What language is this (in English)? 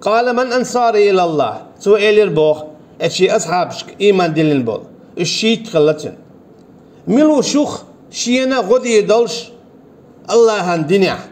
Chechen